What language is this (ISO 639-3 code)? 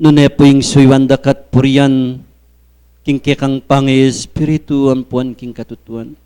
pam